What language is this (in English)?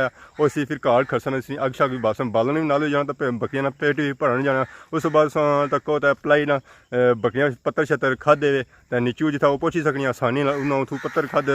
Pahari-Potwari